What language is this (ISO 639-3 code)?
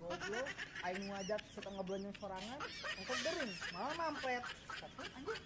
sun